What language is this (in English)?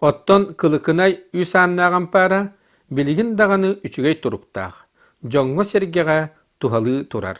Yakut